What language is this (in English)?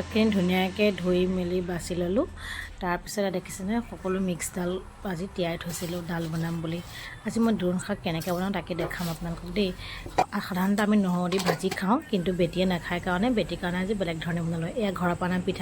Assamese